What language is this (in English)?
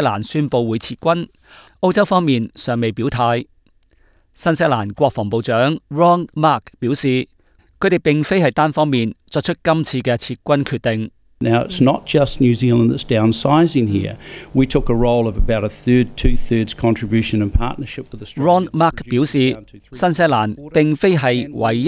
Cantonese